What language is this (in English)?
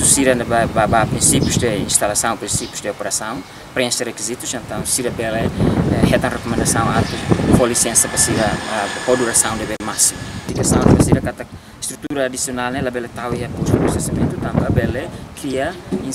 Tetum